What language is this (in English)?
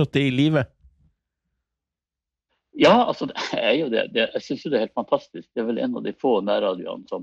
Norwegian